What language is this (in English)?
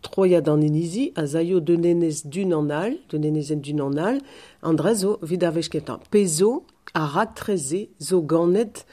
Breton